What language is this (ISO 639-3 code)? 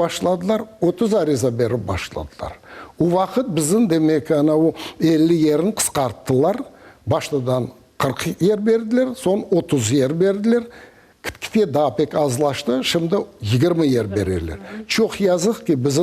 crh